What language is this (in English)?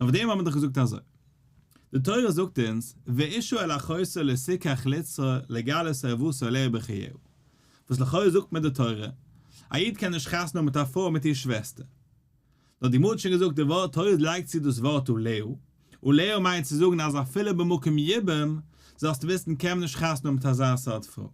Yiddish